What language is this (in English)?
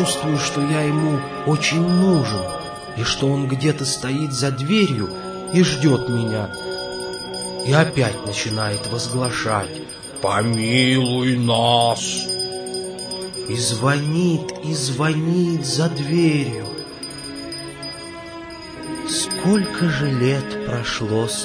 Russian